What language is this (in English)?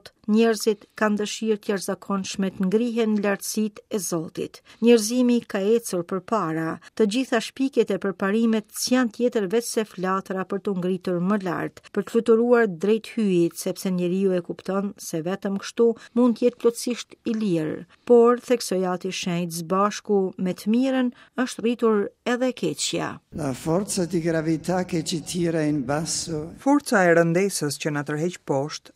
Albanian